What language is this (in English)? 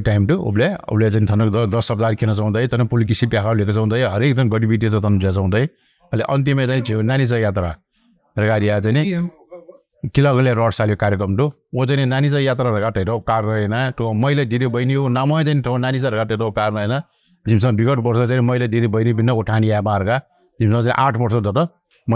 Newari